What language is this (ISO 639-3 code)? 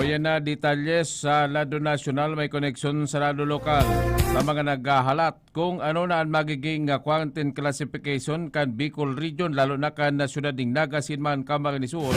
bik